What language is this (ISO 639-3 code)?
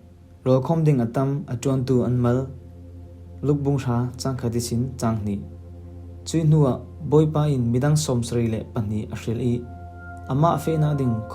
cfm